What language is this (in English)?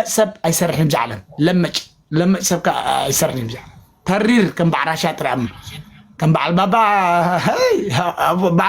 Tigrinya